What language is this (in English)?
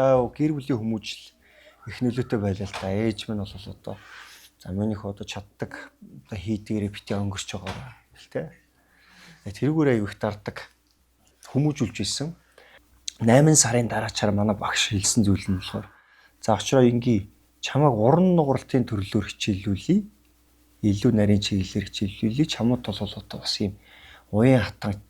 Mongolian